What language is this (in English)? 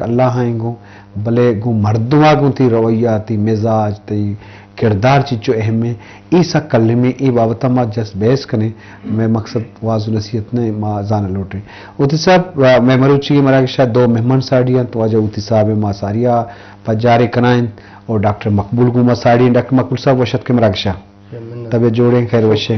Eastern Balochi